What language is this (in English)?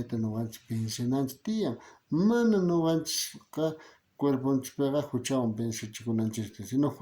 South Bolivian Quechua